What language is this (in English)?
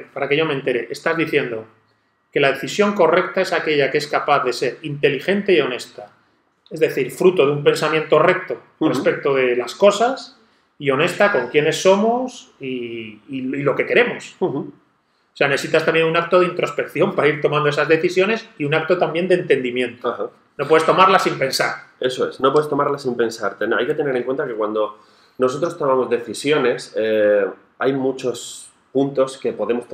Spanish